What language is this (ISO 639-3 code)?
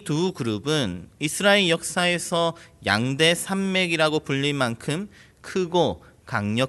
kor